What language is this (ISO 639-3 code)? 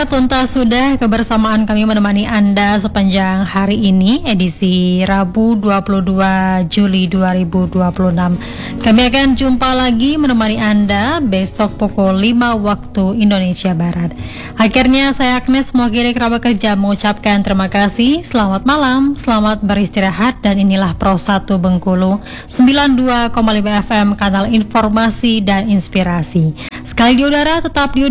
ind